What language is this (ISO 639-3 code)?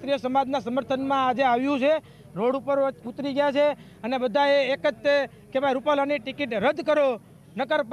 guj